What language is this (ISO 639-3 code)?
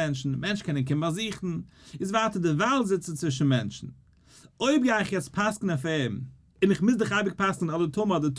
yid